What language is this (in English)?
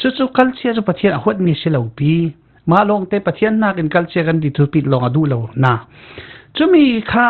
Falam Chin